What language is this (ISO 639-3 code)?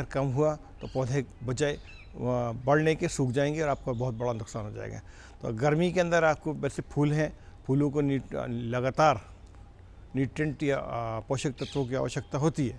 hin